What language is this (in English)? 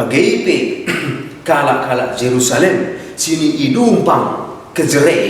Batak Karo